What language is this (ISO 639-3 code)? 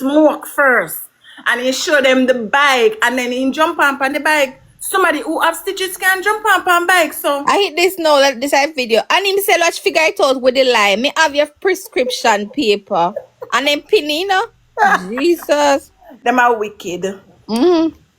jam